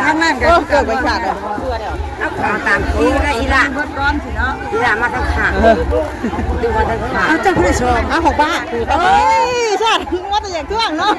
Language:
Northeastern Thai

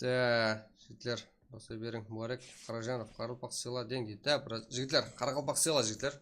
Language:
Kara-Kalpak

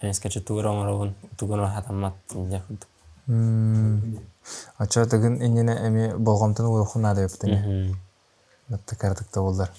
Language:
Yakut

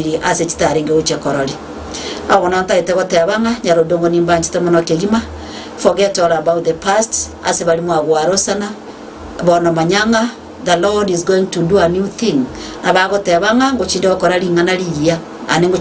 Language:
Gusii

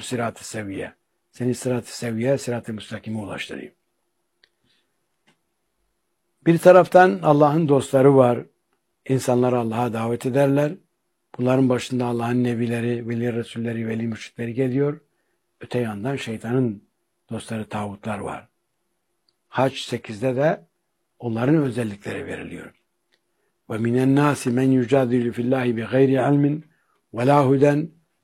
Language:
Turkish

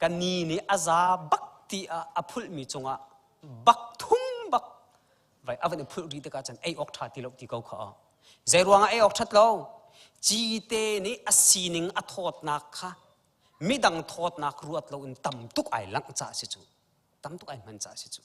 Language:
Hakha Chin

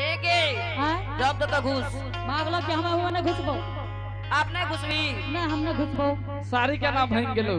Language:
Angika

